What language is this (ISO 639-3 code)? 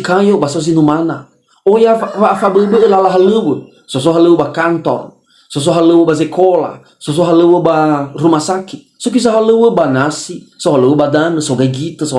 nia